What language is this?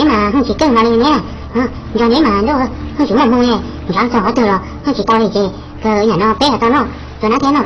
Hmong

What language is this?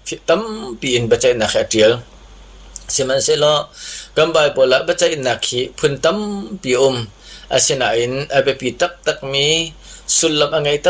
Hakha Chin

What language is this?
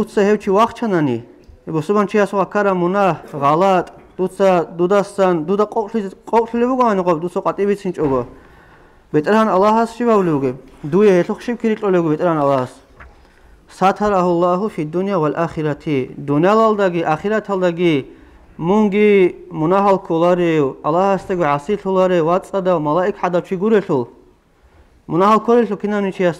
Avaric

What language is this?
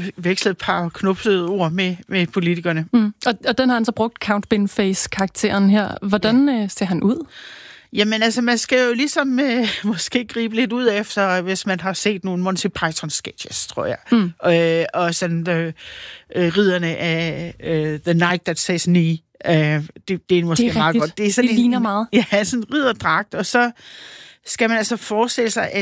Danish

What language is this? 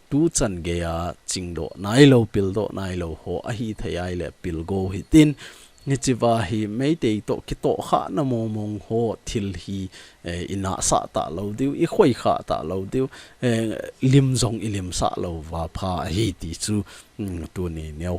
Thado Chin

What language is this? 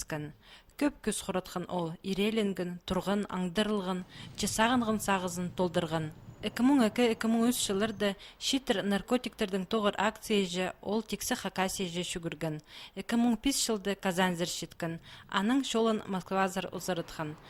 Khakas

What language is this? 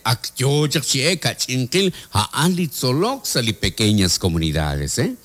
Kekchí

